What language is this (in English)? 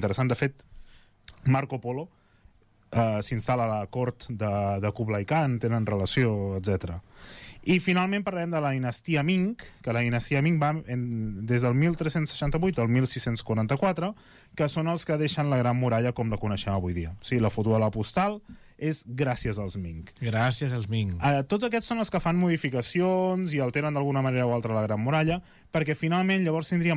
Catalan